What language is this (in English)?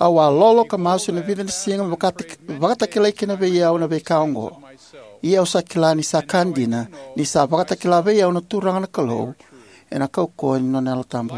Fijian